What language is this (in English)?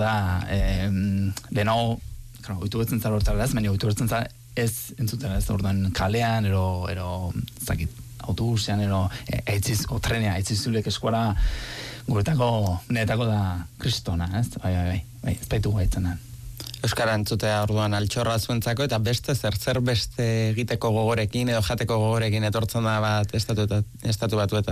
Basque